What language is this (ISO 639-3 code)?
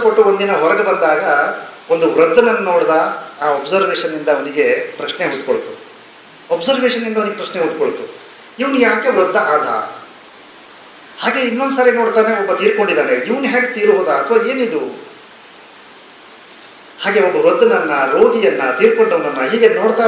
kan